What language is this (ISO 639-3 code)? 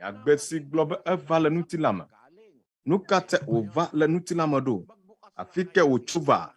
ewe